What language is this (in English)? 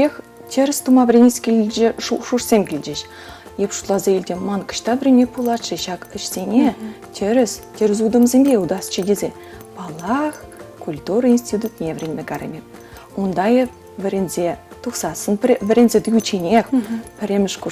Chuvash